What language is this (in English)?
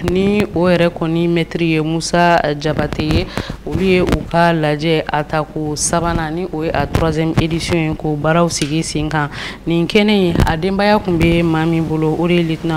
Bambara